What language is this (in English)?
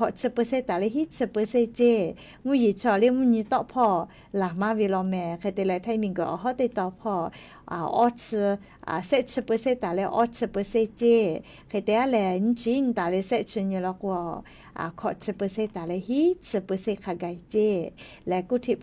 Lahu